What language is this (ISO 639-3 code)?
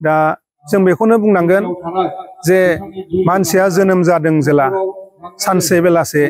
brx